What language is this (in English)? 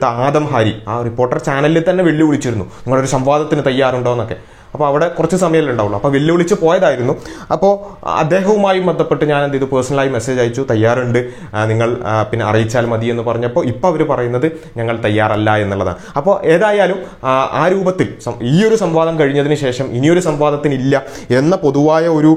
Malayalam